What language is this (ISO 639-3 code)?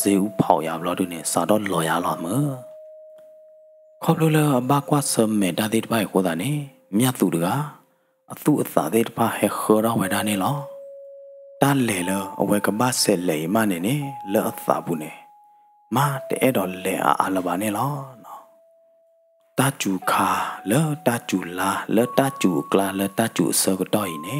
ksw